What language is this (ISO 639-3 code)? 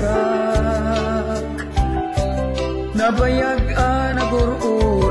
ilo